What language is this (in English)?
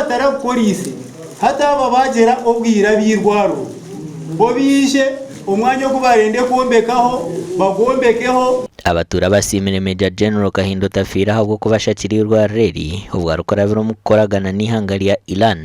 Nyankole